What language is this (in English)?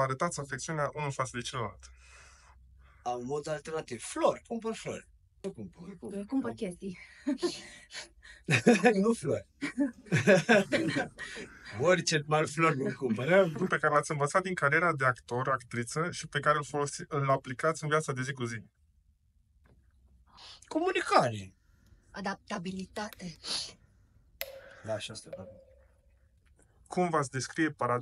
Romanian